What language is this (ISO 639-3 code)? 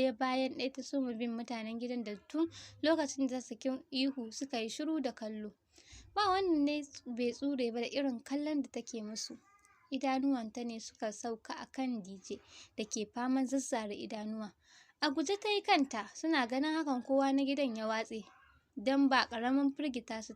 hau